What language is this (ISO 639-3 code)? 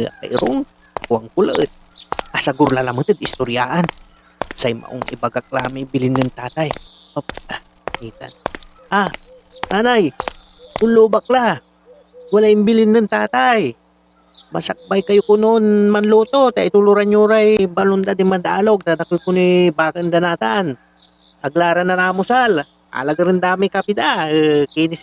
pag